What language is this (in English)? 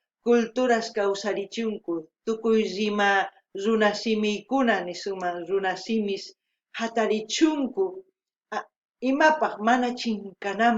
South Bolivian Quechua